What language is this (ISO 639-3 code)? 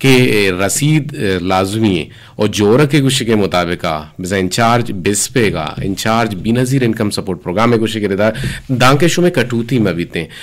bgp